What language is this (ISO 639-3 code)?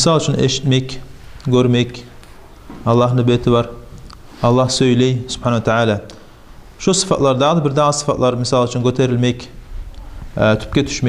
kum